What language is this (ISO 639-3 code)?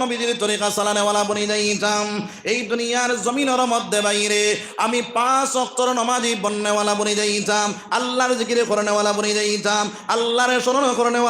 syl